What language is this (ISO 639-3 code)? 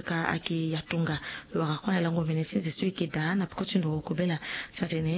sag